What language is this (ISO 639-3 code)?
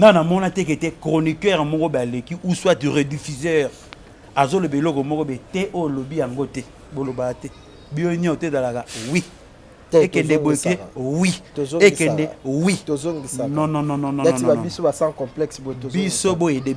lin